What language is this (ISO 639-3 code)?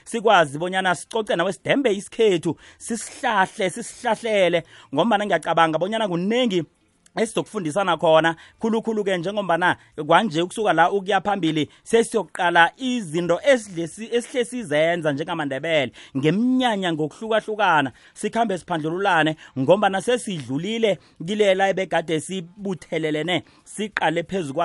nbl